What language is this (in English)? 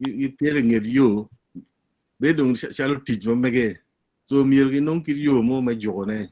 Acoli